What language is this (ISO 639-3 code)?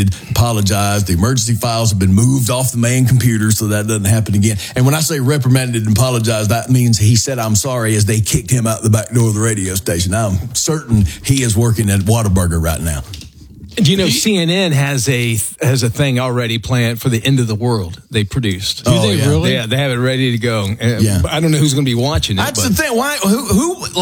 eng